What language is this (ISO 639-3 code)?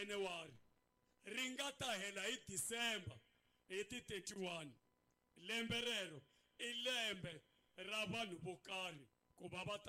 tso